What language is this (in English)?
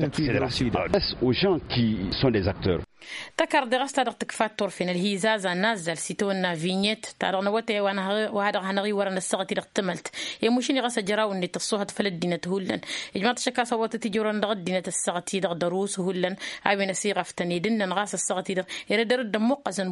Tamasheq